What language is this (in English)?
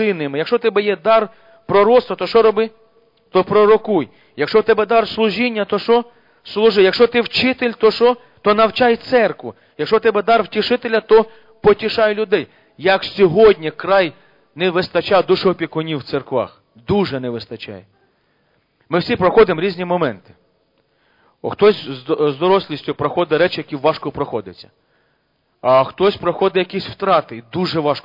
Ukrainian